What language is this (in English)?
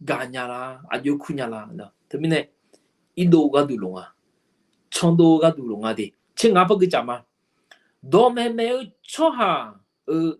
Akha